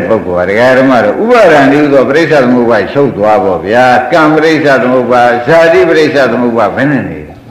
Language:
Burmese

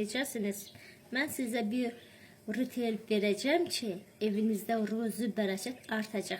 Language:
Azerbaijani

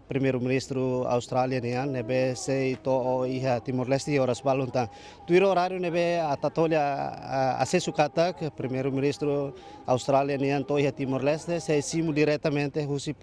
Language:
Tetum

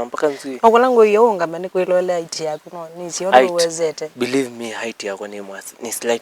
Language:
Kamba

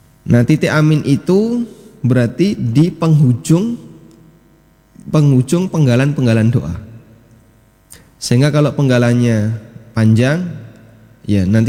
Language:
Indonesian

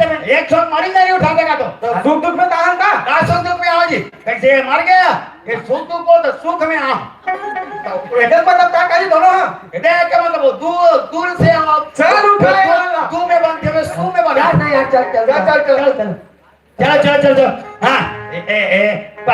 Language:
Chhattisgarhi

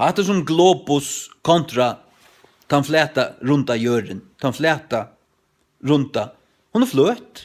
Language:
Faroese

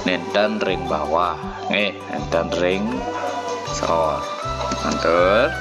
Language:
Balinese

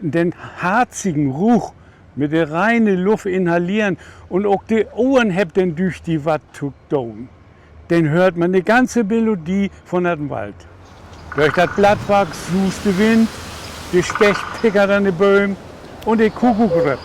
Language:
Low German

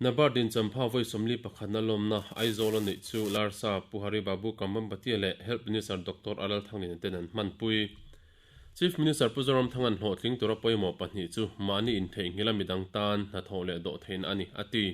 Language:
Mizo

